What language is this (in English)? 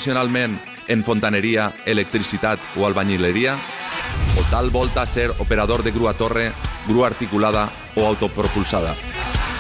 Catalan